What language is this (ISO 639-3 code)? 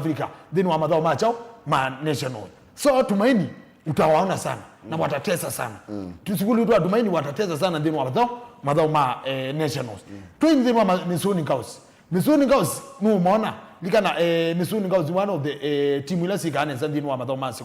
kam